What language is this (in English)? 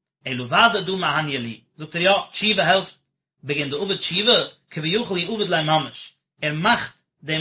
Yiddish